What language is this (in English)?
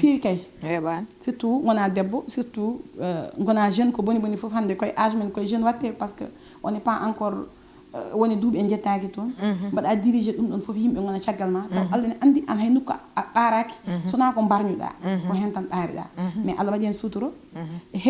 Fula